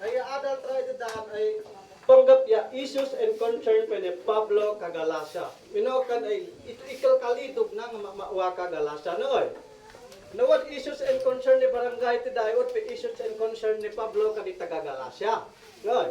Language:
Isnag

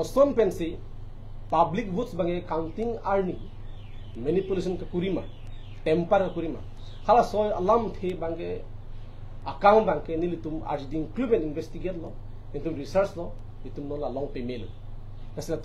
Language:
Karbi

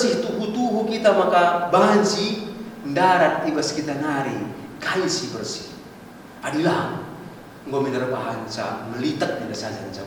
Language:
Batak Karo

